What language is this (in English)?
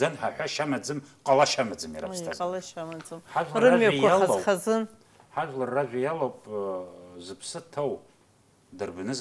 Abkhazian